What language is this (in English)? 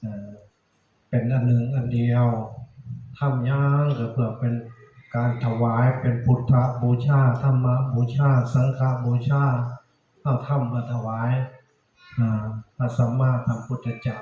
Northeastern Thai